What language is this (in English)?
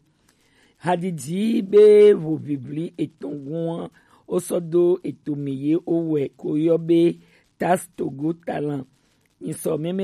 Gen